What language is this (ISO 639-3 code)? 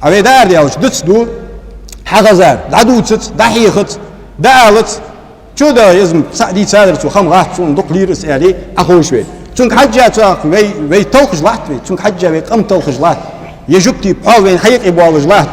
inh